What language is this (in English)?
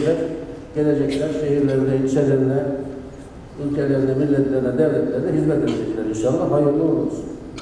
Turkish